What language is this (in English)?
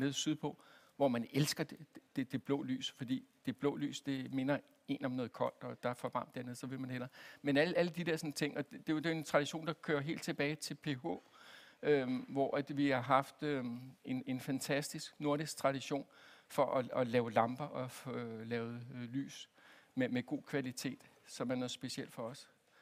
Danish